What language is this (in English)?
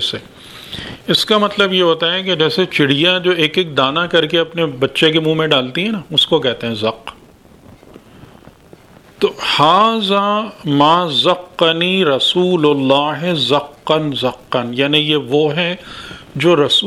Urdu